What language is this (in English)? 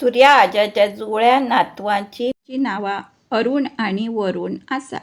Konkani